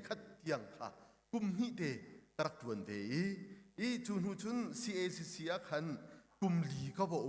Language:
Hakha Chin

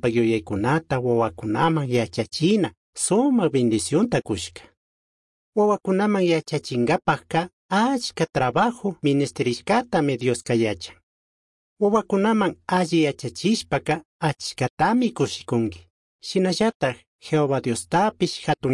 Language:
Chimborazo Highland Quichua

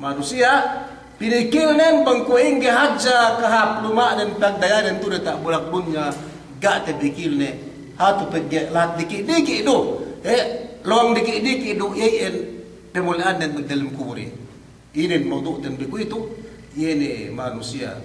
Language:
Yakan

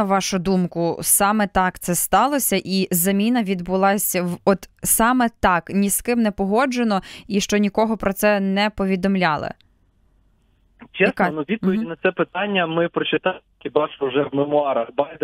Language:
Ukrainian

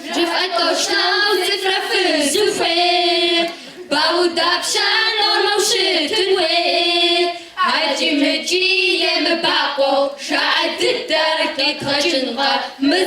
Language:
Kabardian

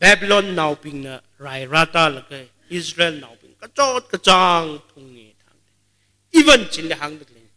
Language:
Tangkhul Naga (India)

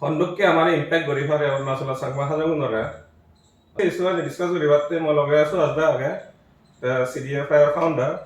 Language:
Chakma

